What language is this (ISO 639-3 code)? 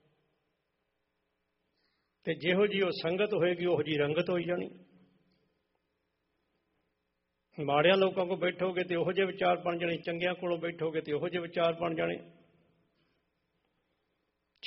pan